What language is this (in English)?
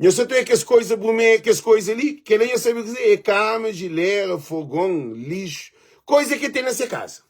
Kabuverdianu